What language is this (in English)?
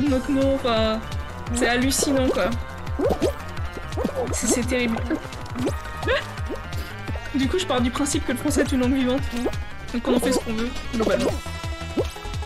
French